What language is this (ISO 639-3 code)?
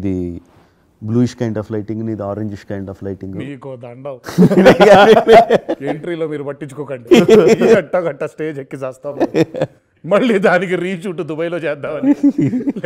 tel